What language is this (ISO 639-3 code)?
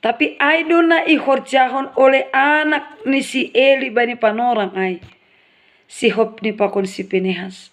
bts